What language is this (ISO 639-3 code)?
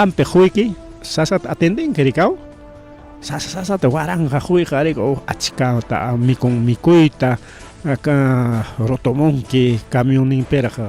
quy